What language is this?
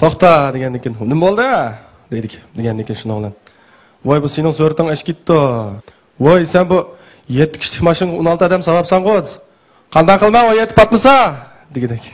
Uyghur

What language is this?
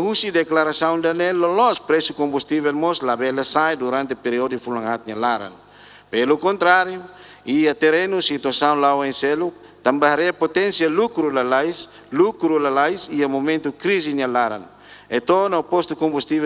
Tetum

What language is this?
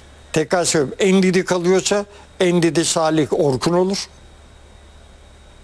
Turkish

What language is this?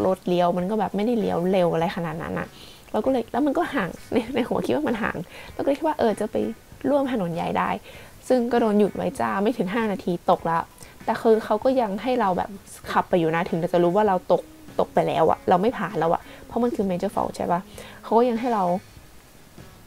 Thai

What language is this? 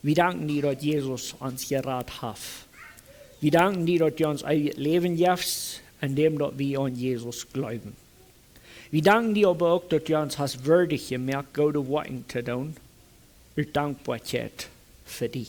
Plautdietsch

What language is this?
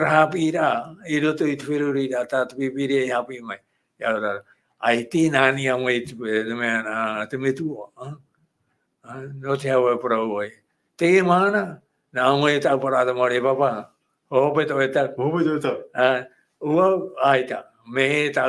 Tahitian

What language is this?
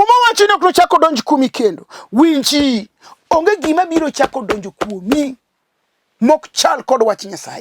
Luo (Kenya and Tanzania)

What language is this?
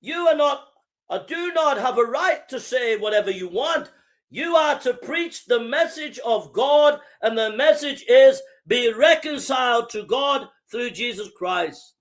English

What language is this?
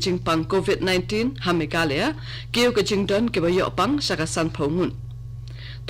Khasi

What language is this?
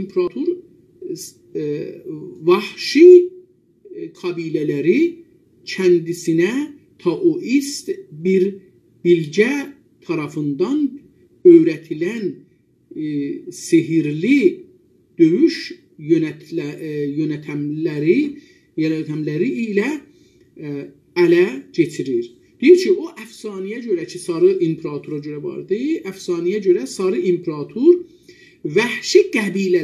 South Azerbaijani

